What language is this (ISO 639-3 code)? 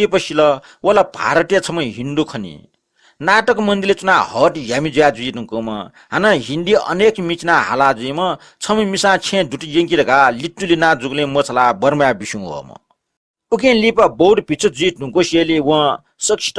new